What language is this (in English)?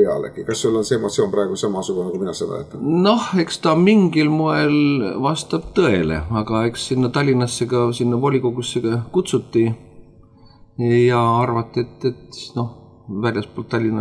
Estonian